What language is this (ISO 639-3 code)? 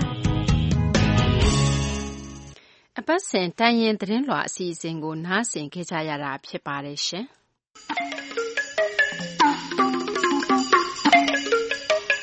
mya